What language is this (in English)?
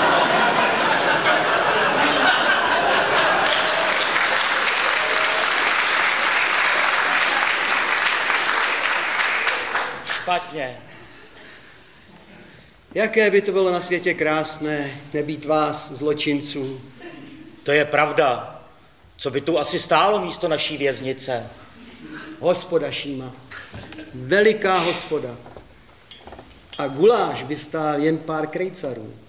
Czech